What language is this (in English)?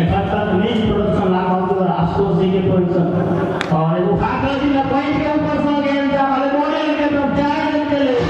Maithili